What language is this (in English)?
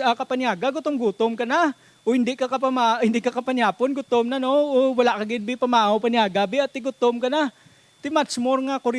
Hiligaynon